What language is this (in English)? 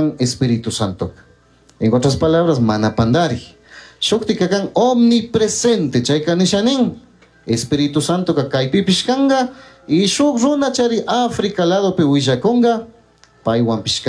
Chimborazo Highland Quichua